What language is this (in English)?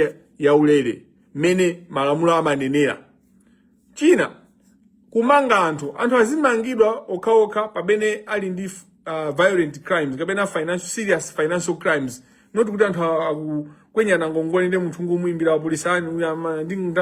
Nyanja